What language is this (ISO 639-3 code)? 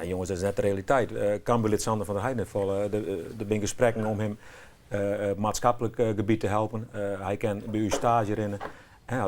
fry